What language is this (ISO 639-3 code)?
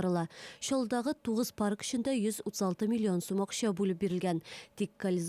tat